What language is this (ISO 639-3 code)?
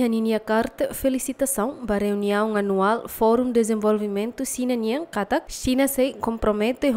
tet